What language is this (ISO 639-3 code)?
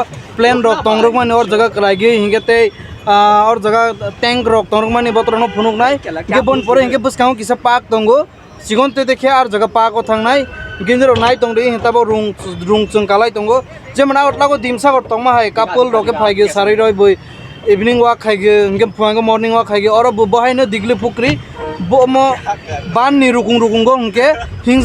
trp